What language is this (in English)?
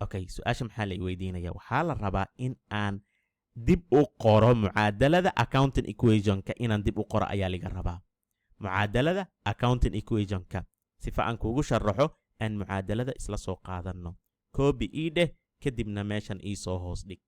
Somali